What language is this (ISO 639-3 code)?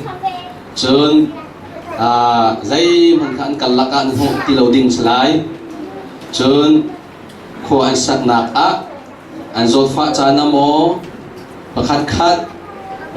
cnh